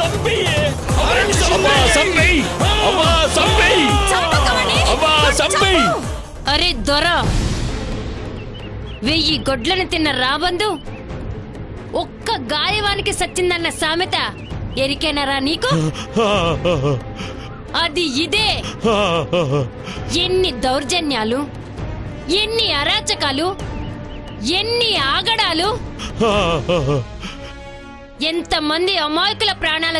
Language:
Telugu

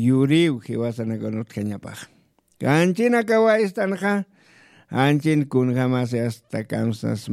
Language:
Aymara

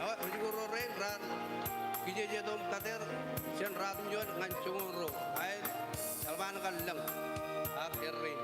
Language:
Marshallese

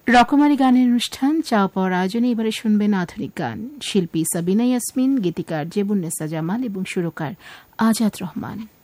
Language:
Bangla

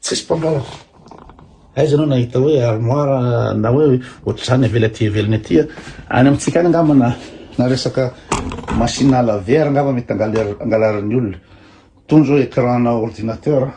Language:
Malagasy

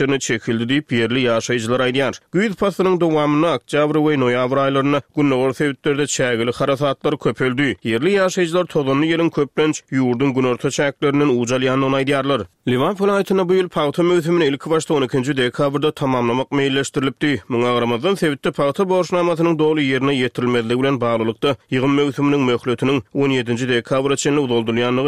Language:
Turkmen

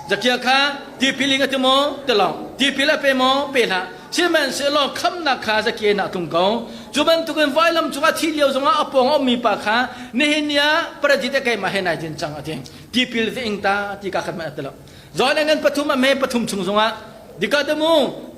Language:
Hakha Chin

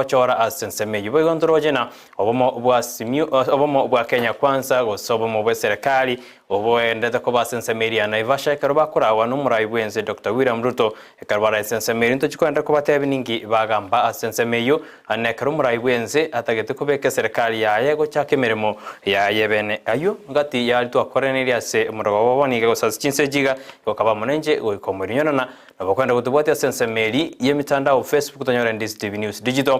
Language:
Gusii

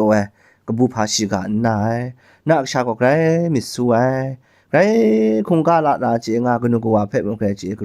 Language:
Kachin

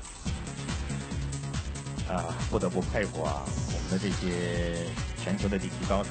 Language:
Chinese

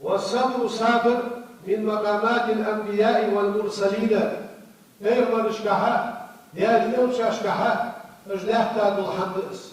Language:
Ingush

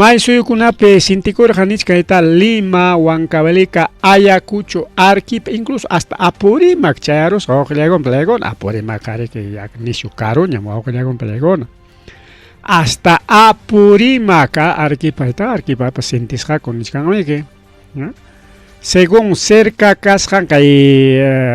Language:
Ayacucho Quechua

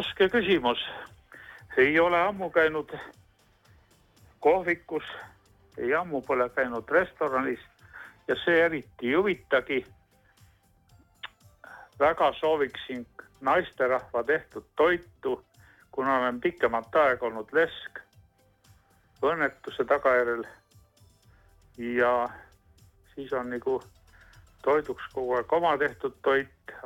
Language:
Estonian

